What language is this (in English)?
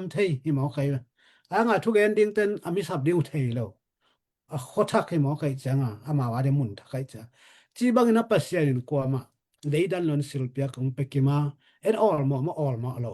Tedim Chin